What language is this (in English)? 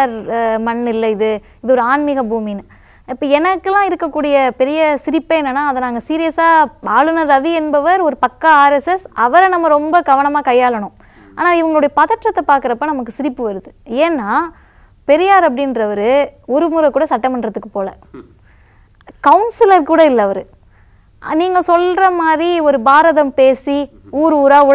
Tamil